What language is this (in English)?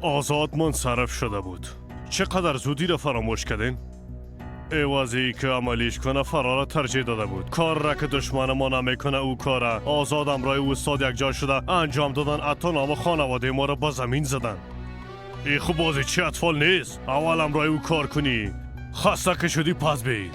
Persian